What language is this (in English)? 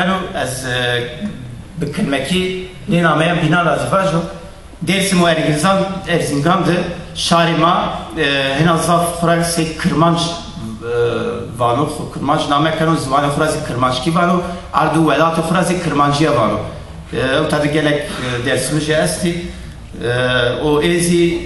Zaza